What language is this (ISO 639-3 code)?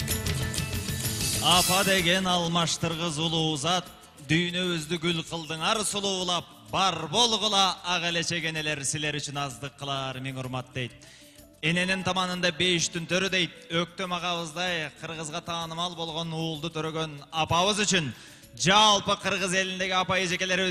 kir